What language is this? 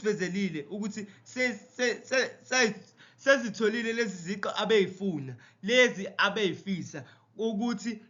Zulu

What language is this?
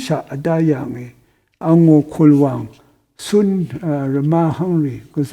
Rawang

